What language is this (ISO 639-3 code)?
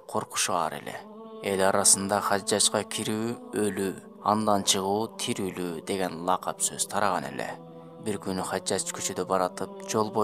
kir